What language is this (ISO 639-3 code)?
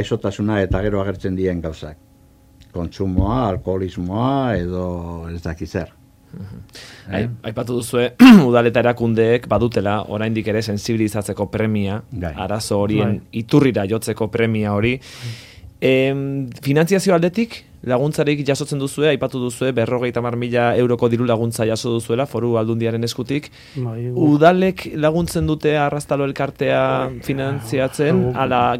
eus